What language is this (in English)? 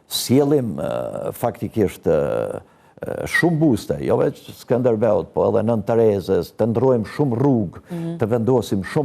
Albanian